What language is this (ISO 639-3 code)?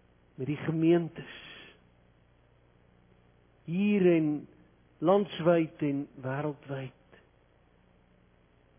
afr